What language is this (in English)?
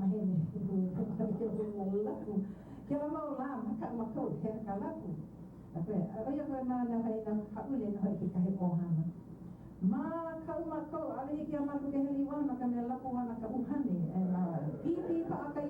Hawaiian